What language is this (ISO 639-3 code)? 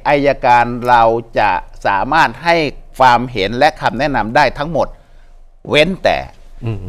tha